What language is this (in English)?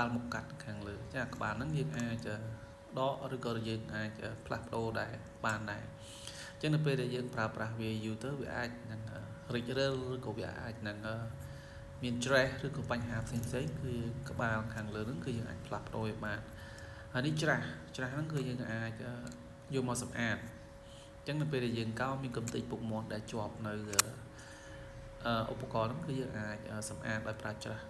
Khmer